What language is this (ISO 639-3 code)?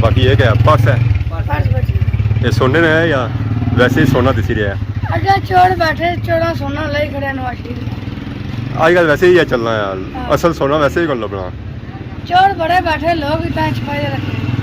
phr